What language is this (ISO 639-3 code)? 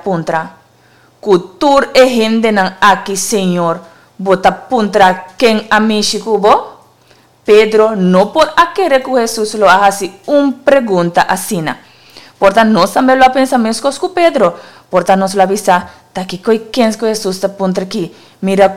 pap